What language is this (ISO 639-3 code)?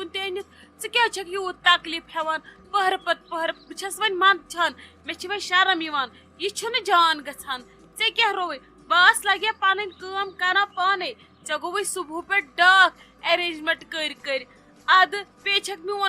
kas